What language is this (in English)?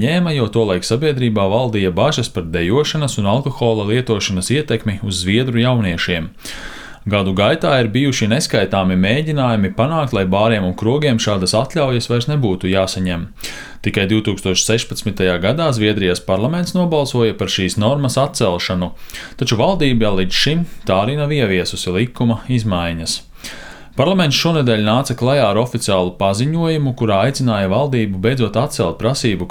Latvian